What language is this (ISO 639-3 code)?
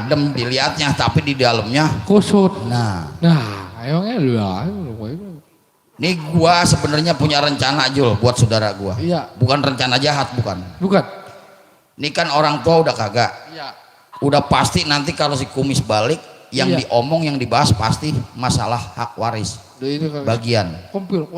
bew